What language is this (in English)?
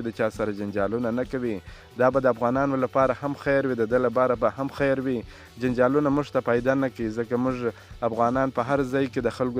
Pashto